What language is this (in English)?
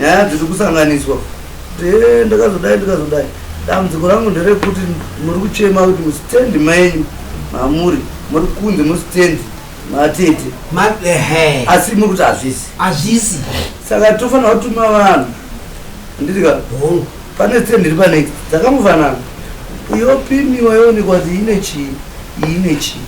Shona